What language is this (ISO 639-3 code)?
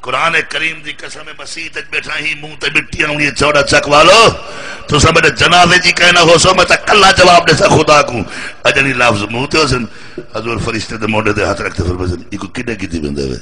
skr